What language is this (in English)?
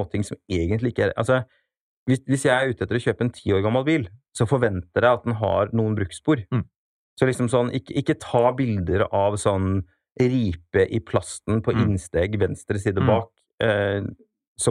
Norwegian